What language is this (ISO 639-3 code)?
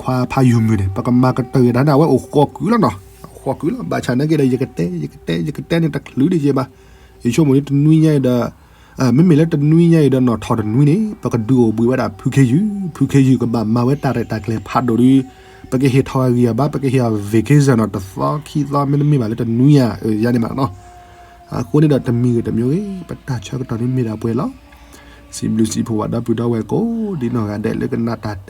ksw